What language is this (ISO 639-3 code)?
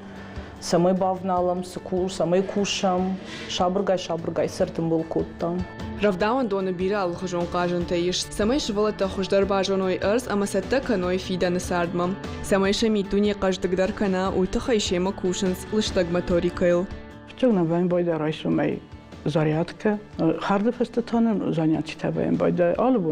oss